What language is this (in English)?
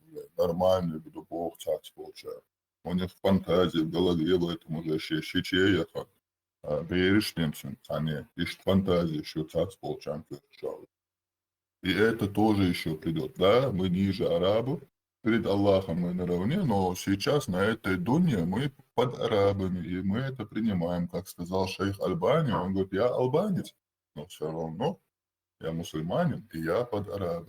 Chechen